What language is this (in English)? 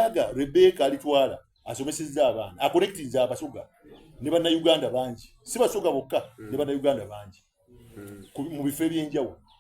Soga